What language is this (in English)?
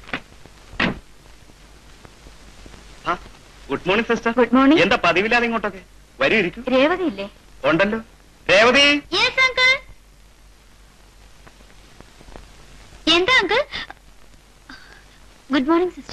Malayalam